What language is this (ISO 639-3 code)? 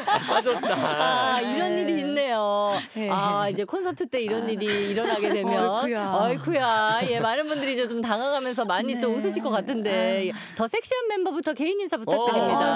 kor